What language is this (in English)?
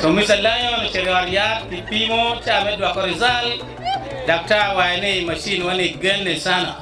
Acoli